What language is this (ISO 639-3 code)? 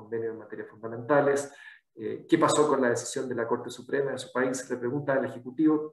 spa